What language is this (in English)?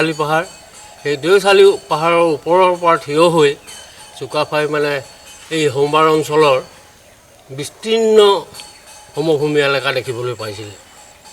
Assamese